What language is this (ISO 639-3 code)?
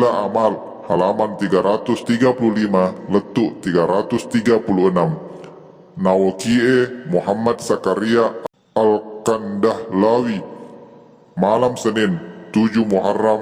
bug